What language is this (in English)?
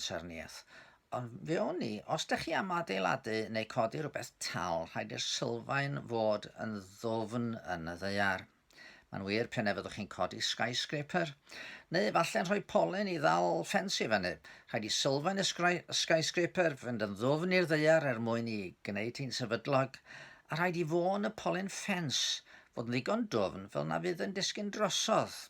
Welsh